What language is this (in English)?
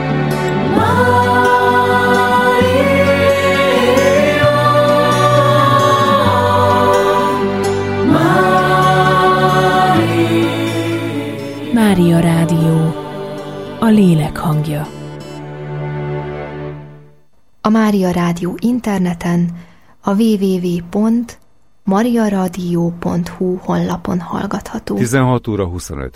Hungarian